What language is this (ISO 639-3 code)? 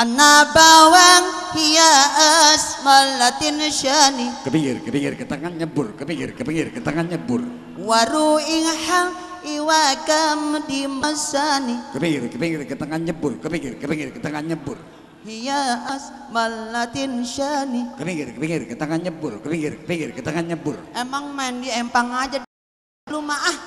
bew